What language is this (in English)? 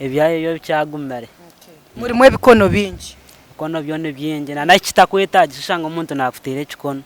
Nyankole